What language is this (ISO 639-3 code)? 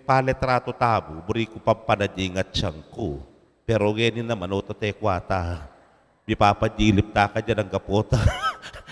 pam